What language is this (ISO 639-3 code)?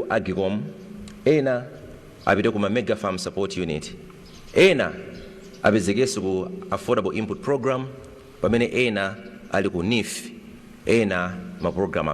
nya